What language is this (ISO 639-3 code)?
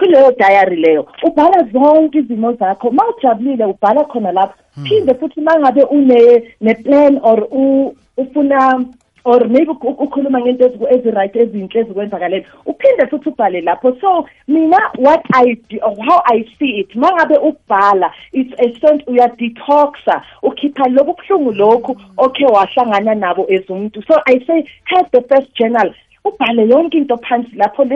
nbl